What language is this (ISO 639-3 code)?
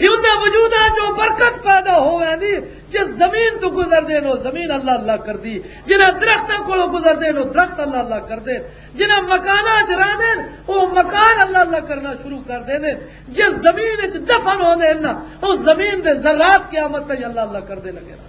lah